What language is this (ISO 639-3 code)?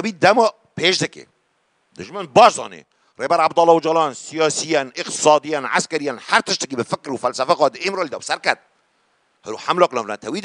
kur